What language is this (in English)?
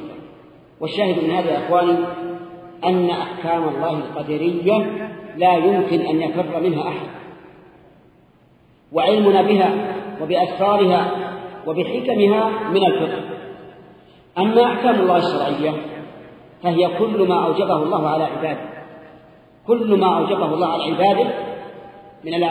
Arabic